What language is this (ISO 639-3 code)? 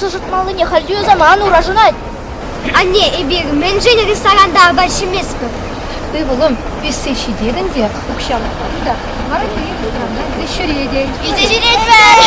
chv